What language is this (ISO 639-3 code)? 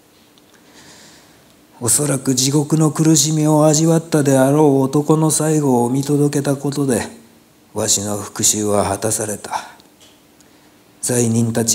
jpn